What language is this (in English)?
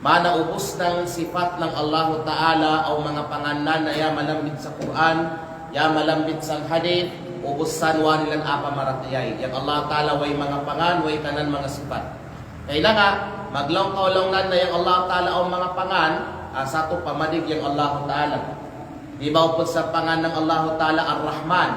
Kalagan